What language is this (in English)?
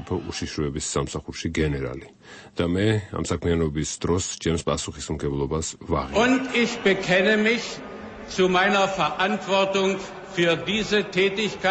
Georgian